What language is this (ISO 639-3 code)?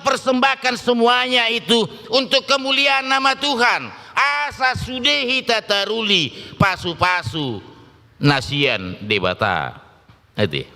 bbc